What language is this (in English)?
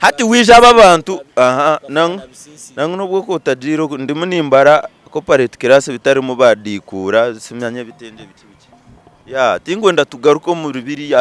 Nyankole